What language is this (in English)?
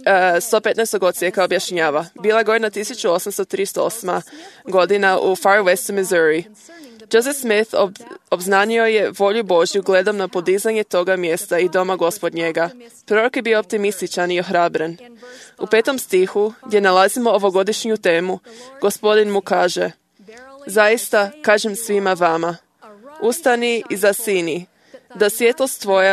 Croatian